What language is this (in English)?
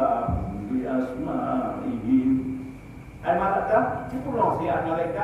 Achinese